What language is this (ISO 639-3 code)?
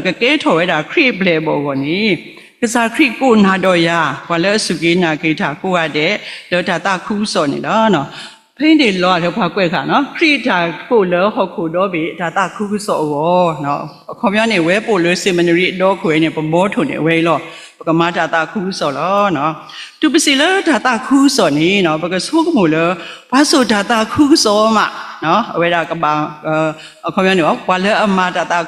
ksw